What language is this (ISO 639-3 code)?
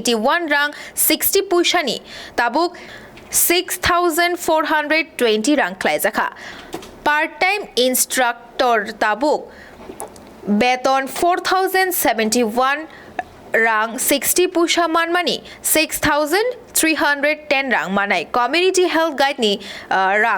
trp